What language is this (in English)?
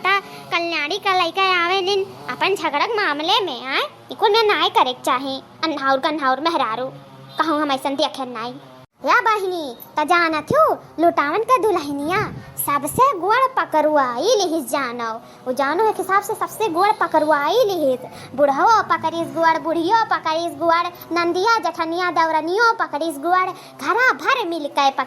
Awadhi